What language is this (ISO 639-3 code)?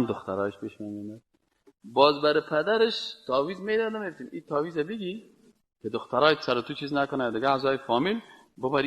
fas